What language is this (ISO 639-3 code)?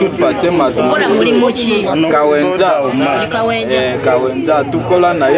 lug